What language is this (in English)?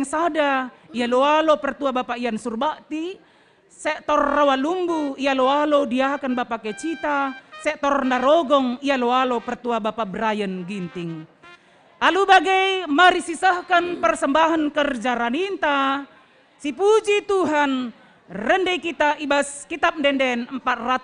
Batak Karo